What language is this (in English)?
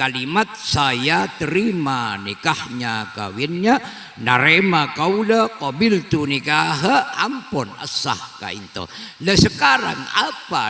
Madurese